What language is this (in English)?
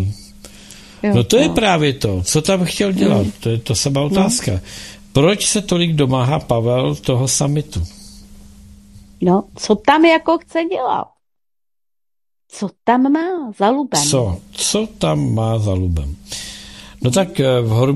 Czech